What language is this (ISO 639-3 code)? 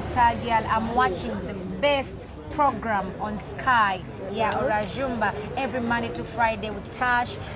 nyn